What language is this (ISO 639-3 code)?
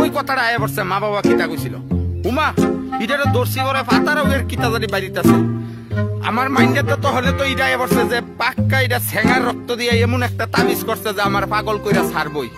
syl